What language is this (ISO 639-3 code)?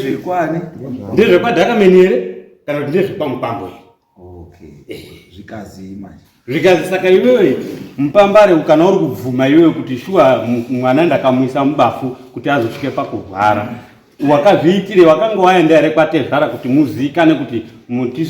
sna